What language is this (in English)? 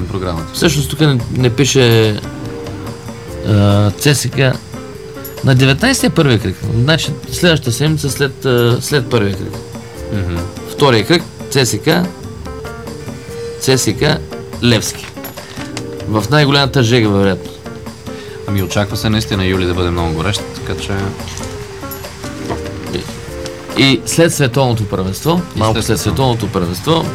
Bulgarian